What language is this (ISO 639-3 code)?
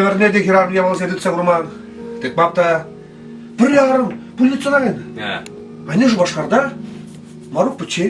chv